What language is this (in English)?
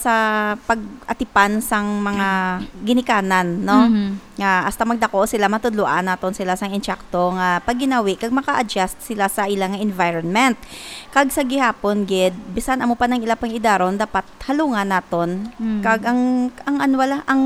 Hiligaynon